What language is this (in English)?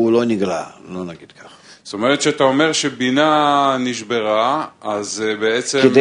Hebrew